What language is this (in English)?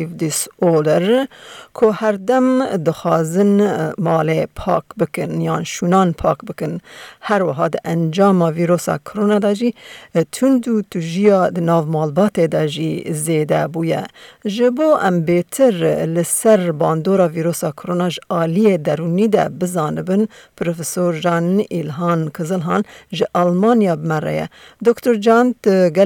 Kurdish